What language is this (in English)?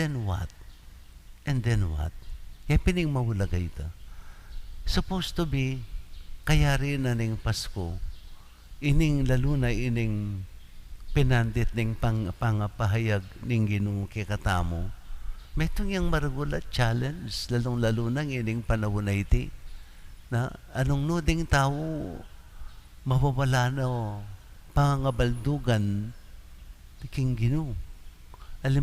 Pampanga